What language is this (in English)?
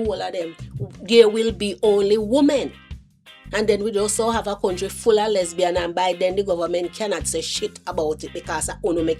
Jamaican Creole English